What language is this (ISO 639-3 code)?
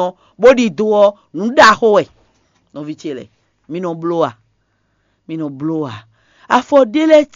fon